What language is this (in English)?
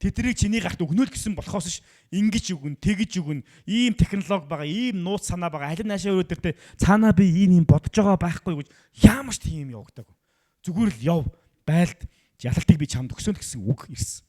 Mongolian